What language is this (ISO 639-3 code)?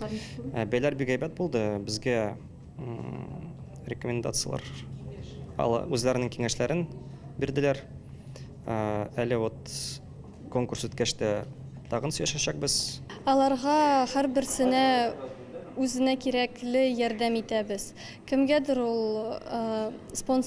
tat